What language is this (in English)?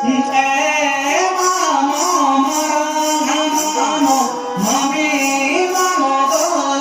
Santali